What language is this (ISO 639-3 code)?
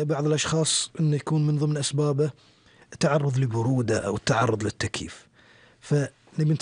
afb